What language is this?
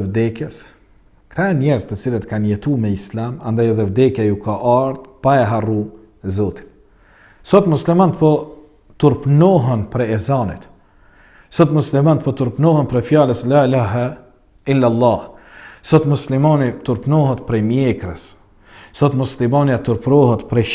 Albanian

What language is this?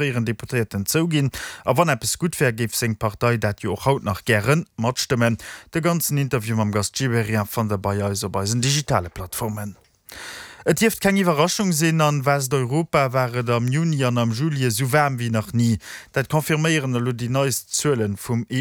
Luxembourgish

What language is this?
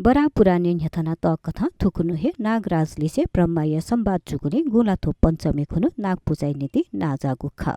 Newari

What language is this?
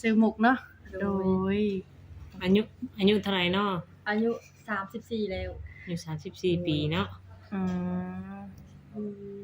Lao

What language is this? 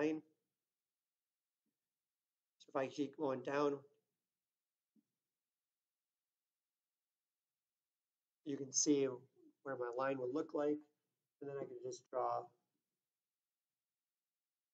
English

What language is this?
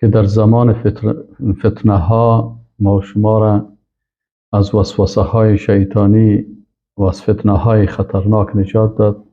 Persian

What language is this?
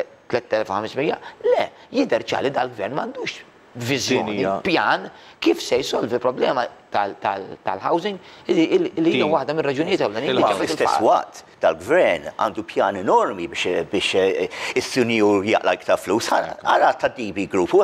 Maltese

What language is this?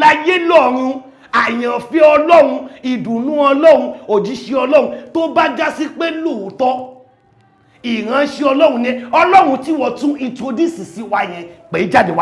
Yoruba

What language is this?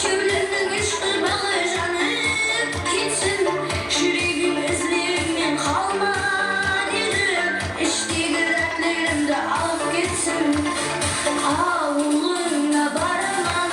Kara-Kalpak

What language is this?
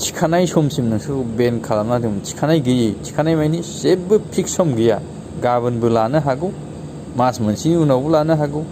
Bodo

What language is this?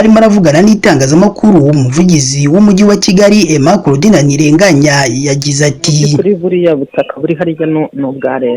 Kinyarwanda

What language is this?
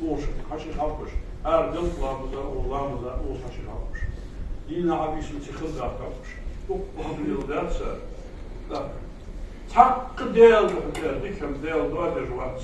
Ingush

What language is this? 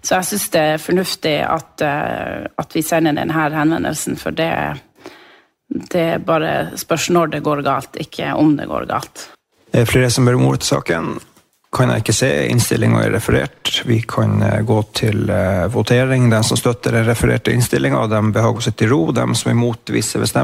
Norwegian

